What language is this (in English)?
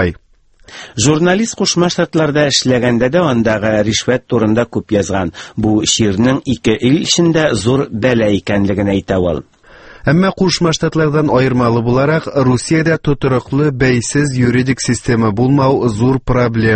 Tatar